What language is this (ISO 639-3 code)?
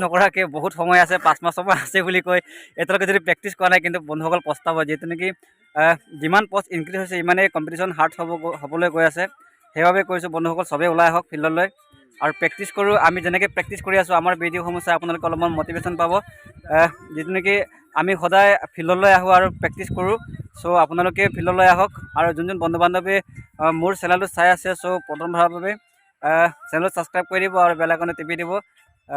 asm